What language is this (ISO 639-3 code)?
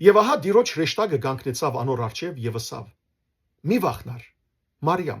hyw